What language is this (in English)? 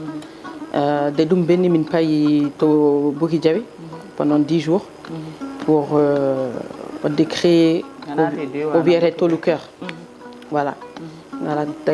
Fula